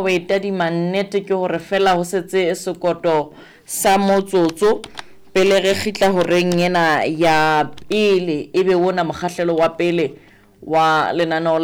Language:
Southern Sotho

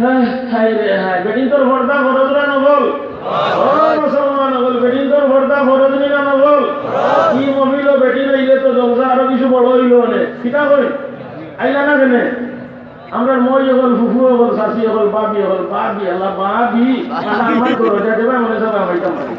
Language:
Sylheti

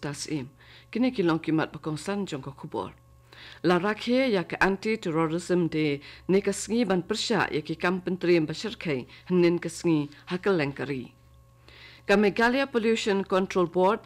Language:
Khasi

